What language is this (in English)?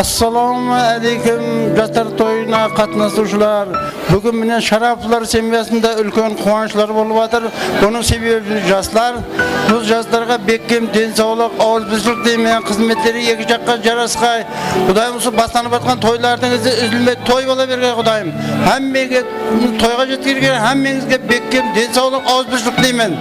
Kara-Kalpak